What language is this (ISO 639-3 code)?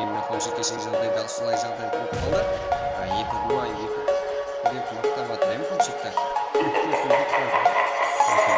kaa